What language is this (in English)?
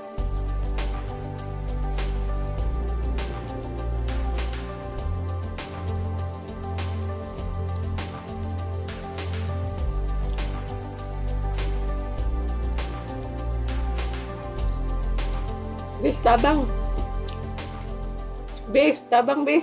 Filipino